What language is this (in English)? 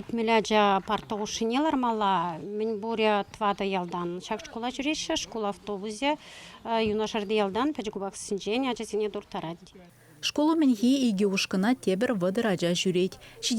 Chuvash